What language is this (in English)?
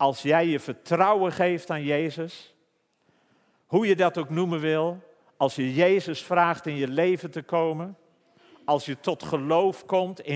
Dutch